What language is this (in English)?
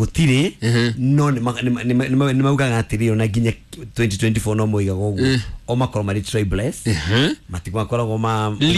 Kikuyu